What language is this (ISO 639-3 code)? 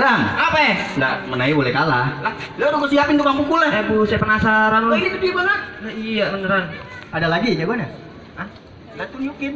bew